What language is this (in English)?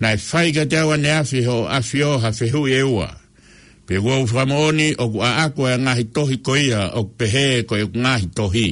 Tongan